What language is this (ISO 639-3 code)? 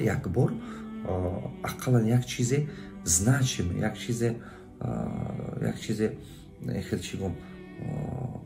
tgk